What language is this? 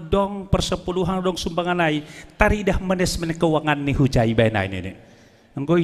Batak Simalungun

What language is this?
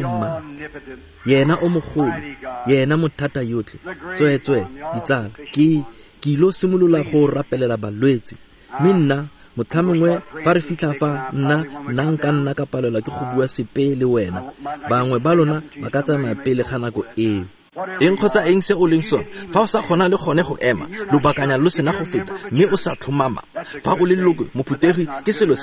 Tswana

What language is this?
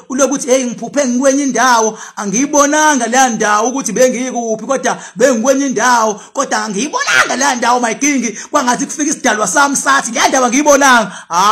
Zulu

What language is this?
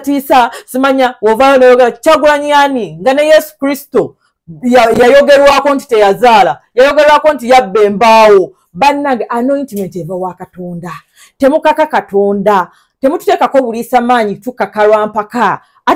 Ganda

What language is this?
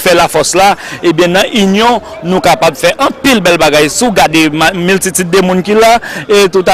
Haitian Creole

